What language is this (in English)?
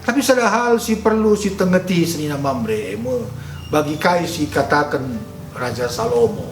Batak Karo